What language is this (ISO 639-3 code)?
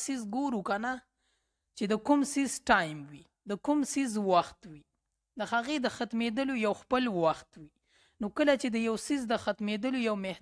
pus